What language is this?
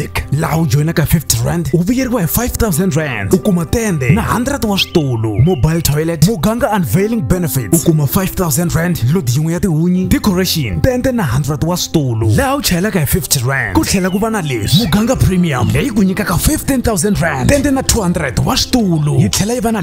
Tsonga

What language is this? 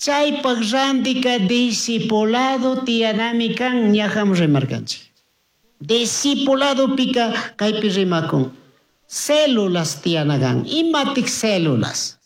Chimborazo Highland Quichua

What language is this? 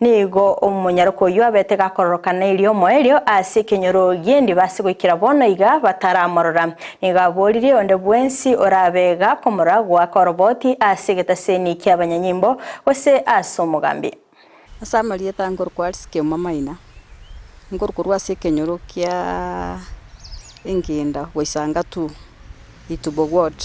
Gusii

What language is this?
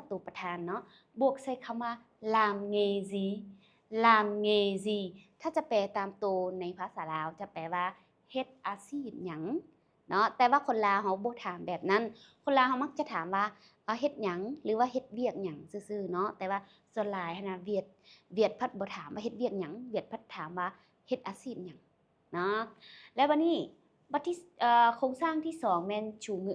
Lao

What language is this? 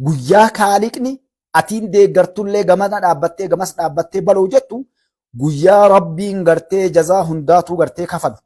Oromo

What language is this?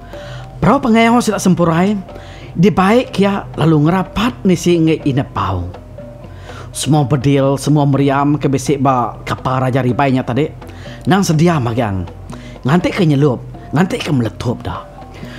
Iban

